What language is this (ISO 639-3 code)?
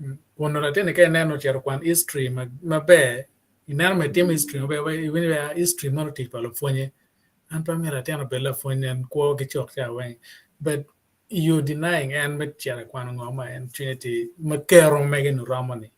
ach